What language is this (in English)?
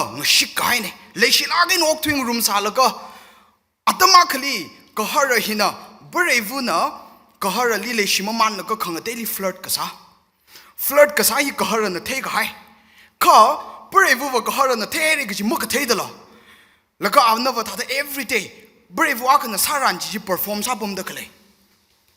Tangkhul Naga (India)